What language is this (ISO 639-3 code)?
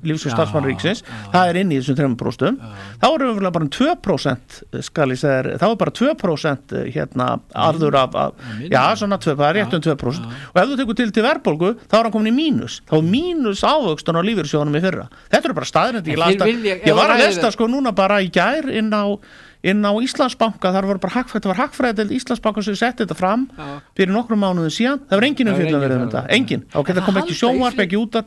isl